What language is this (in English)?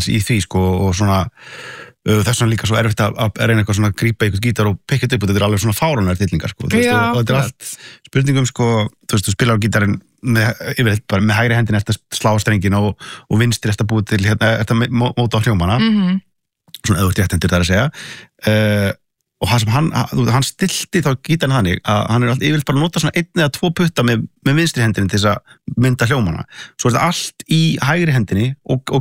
Icelandic